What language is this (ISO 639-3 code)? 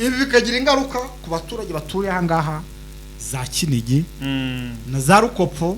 kin